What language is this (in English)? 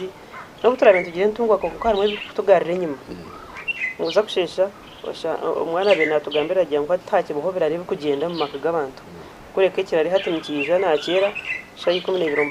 Nyankole